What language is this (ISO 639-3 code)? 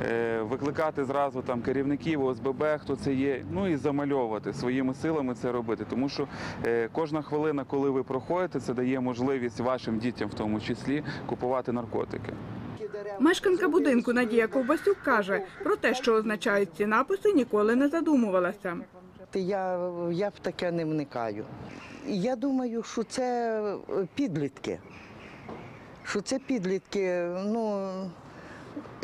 ukr